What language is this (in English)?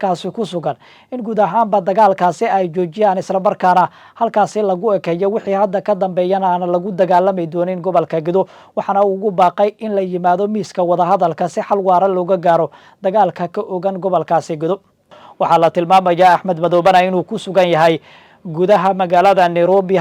Somali